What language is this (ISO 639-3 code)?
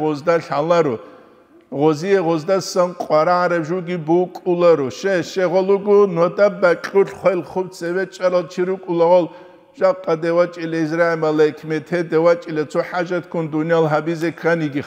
ava